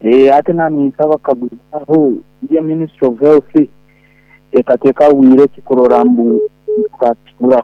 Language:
Nyoro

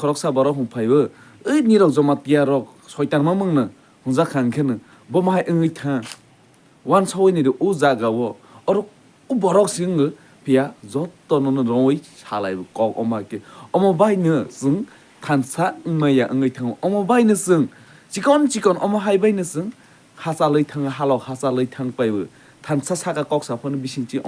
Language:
Kok Borok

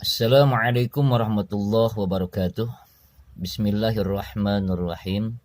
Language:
Sundanese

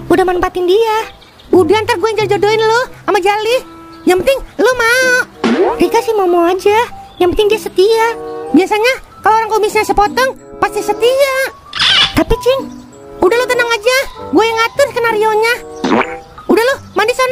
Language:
Betawi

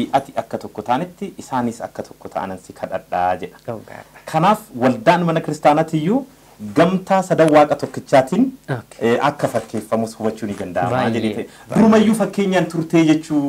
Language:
Oromo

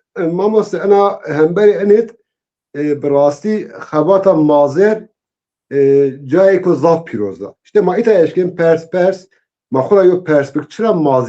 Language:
Zaza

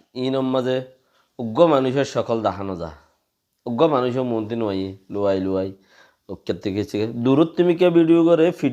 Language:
Rohingya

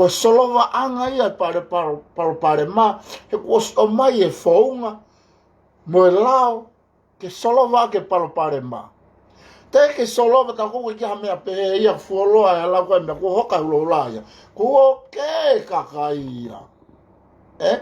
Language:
Tongan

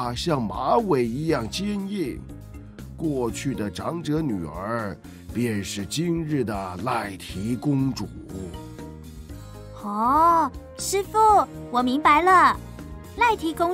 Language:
Chinese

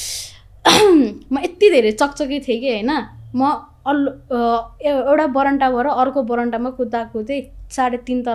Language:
Nepali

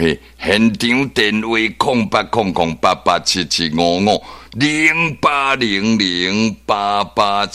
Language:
Min Nan Chinese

